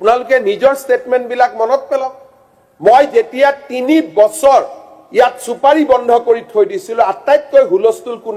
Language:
Assamese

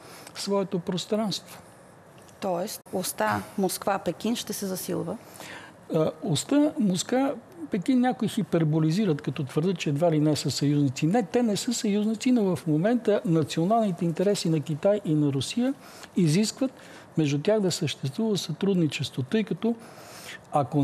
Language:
Bulgarian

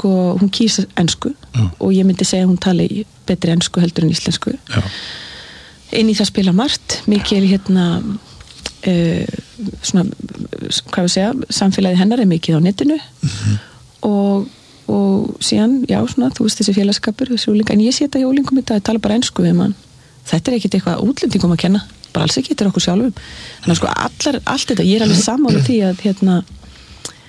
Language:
Icelandic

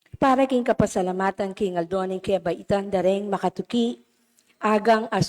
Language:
Pampanga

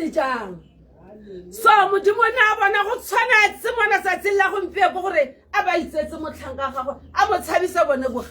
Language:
Tswana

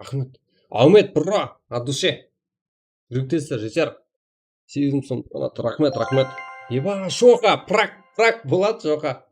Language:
Kara-Kalpak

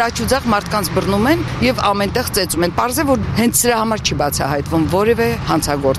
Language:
Armenian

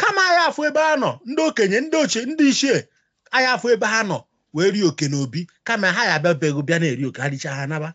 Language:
Igbo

